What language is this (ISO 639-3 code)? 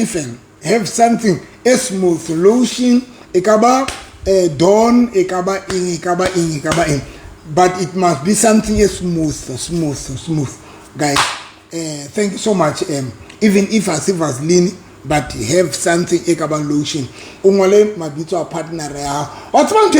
sot